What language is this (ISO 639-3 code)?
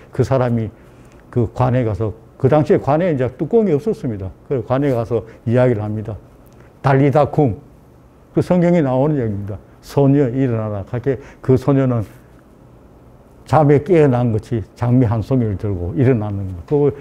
kor